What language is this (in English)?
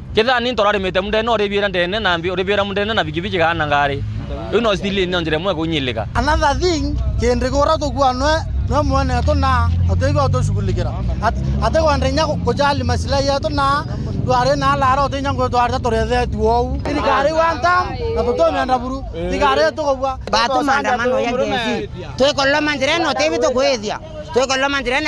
Meru